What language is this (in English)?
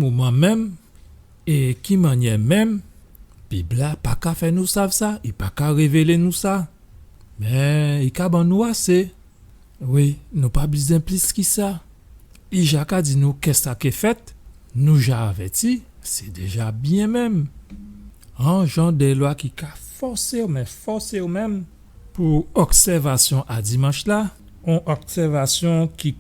Guadeloupean Creole French